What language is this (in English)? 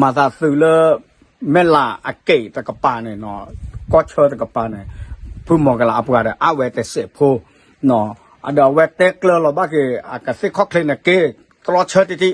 S'gaw Karen